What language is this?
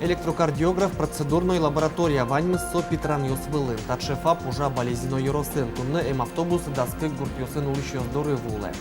Udmurt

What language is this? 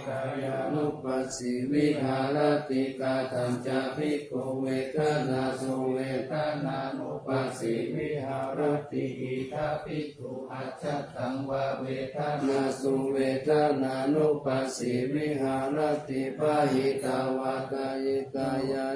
Pali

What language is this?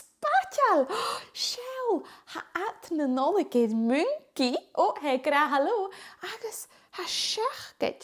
Scottish Gaelic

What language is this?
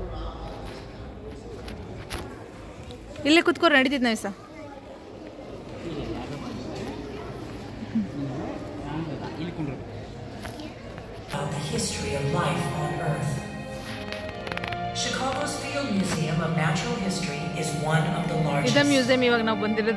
Kannada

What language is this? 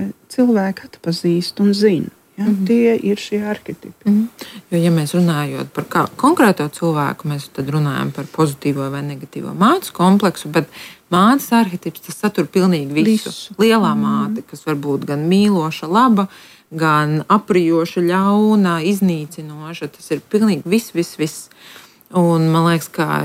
Latvian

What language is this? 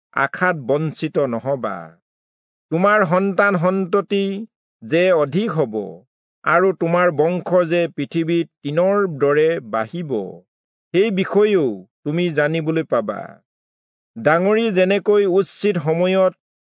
Assamese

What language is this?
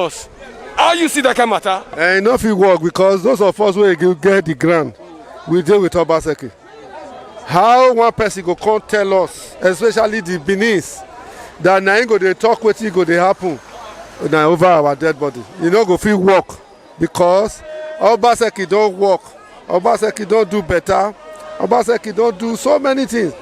Nigerian Pidgin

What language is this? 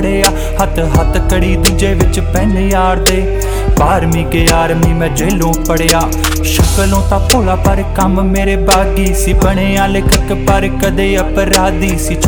Punjabi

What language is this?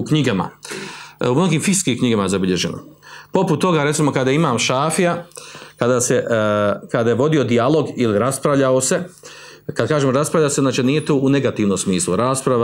Bosnian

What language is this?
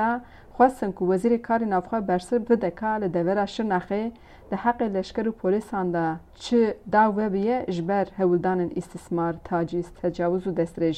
Kurdish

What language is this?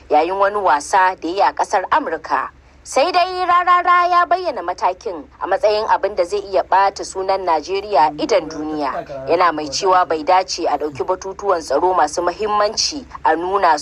Hausa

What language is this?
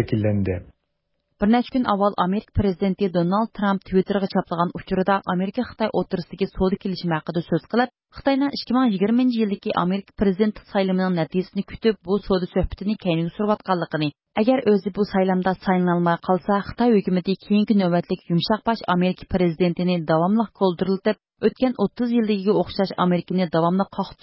Uyghur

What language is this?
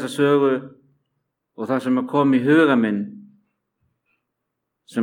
Icelandic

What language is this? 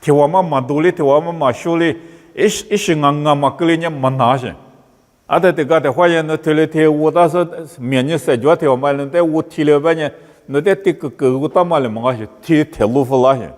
Lisu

